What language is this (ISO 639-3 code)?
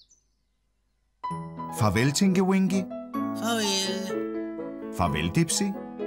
dan